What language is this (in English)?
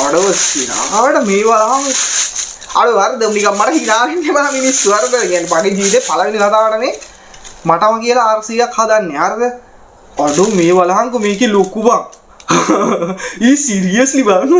Sinhala